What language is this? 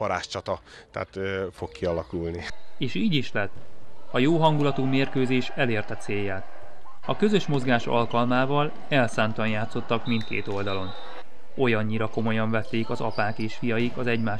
Hungarian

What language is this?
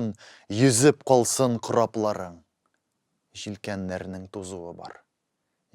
Tatar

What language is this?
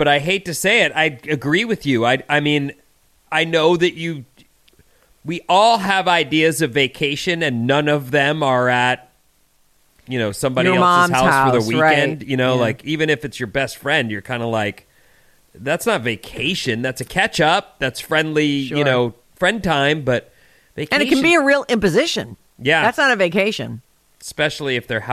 English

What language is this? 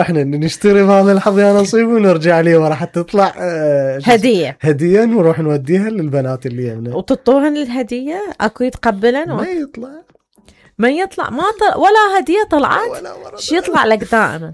Mesopotamian Arabic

